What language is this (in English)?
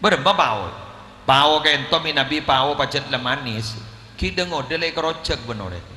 Madurese